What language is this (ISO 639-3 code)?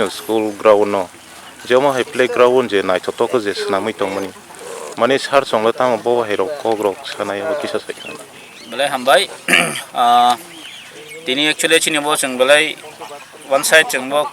trp